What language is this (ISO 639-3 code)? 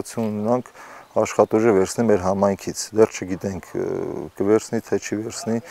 hye